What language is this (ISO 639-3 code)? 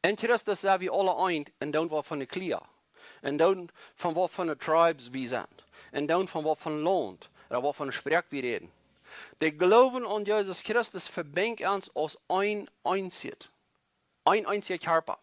pdt